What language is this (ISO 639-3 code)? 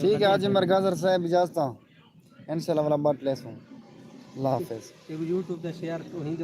skr